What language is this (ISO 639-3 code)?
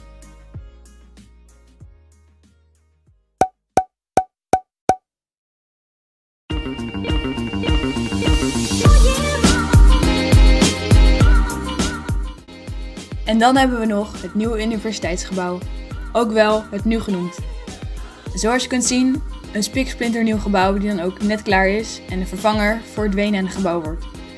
nld